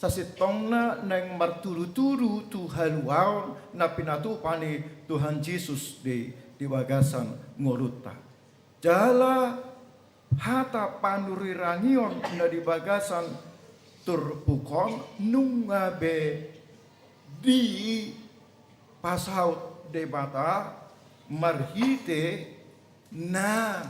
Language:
Batak Toba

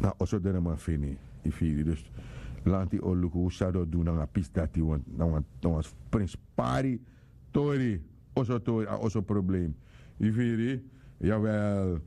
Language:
Sranan Tongo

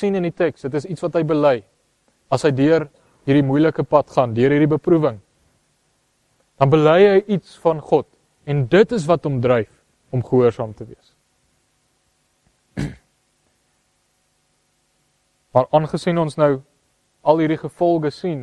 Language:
Afrikaans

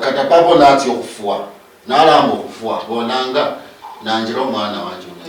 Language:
Luyia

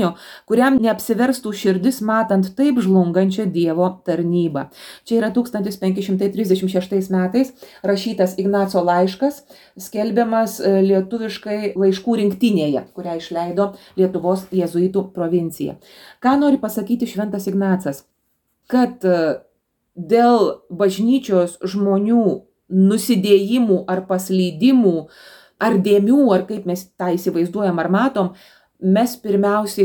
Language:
Lithuanian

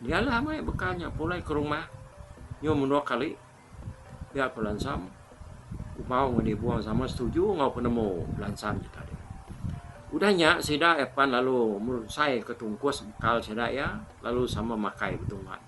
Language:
Iban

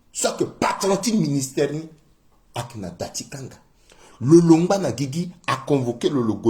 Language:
Sango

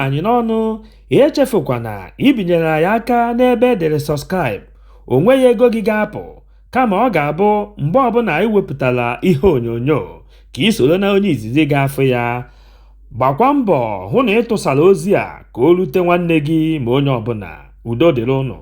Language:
Igbo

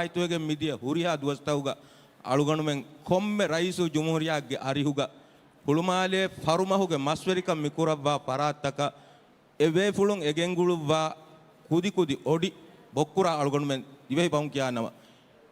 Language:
Divehi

